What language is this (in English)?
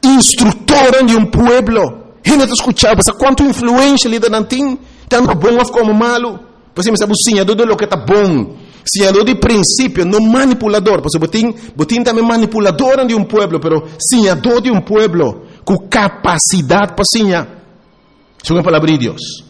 Papiamento